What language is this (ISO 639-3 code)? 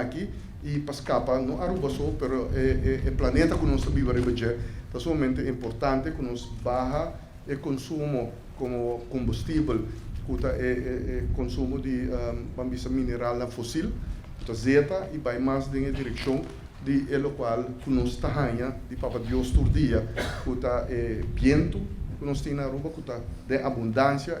pap